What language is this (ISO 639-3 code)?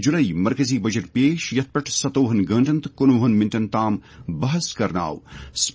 kas